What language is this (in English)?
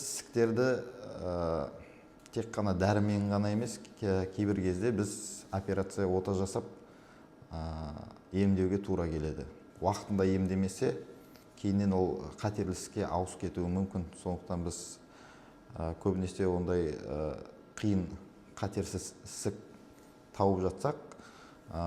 Kazakh